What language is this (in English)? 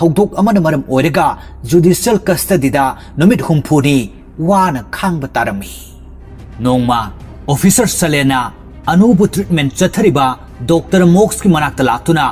Manipuri